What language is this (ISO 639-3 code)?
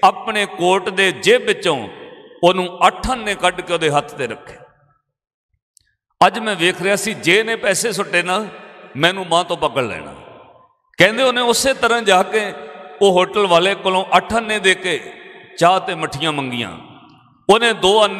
pan